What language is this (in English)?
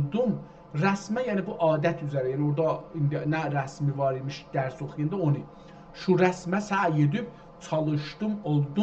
South Azerbaijani